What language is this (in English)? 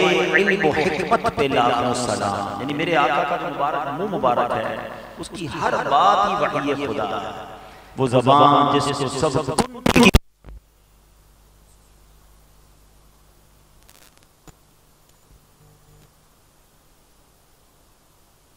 Urdu